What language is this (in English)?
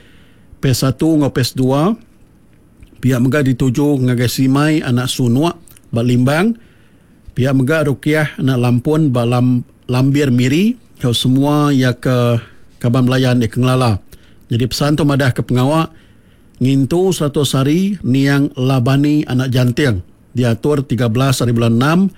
Iban